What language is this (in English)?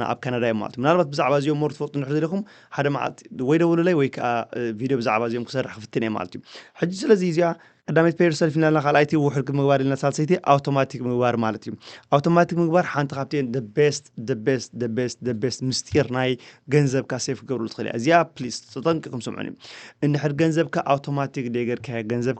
Tigrinya